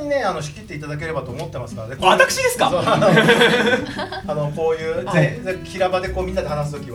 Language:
Japanese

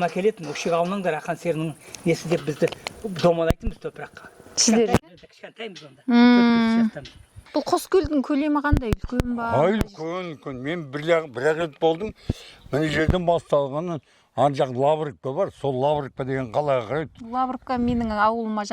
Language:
Kazakh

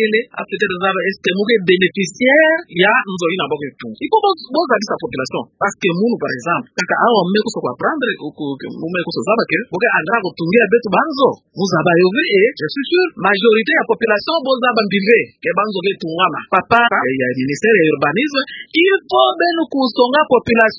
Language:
Kituba (Democratic Republic of Congo)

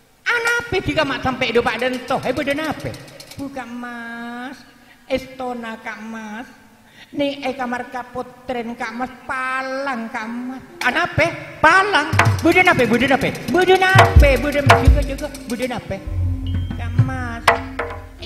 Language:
Madurese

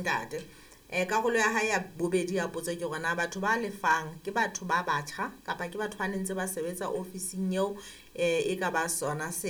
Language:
Southern Sotho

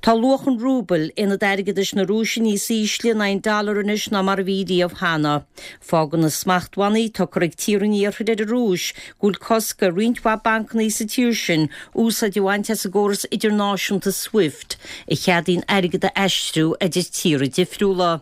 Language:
Irish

